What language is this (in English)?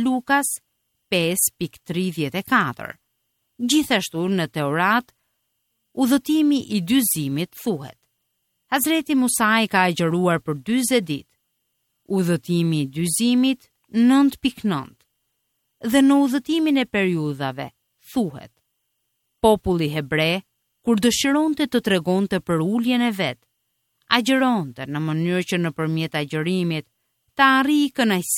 Albanian